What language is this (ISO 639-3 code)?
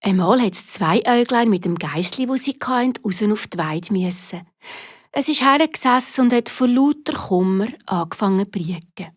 gsw